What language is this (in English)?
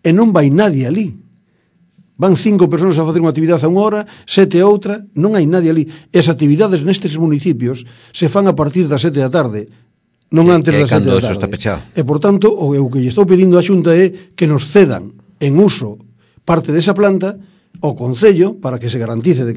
Galician